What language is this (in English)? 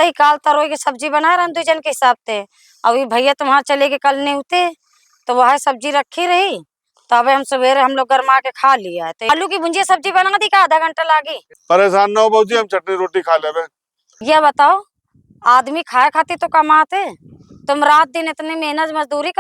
Awadhi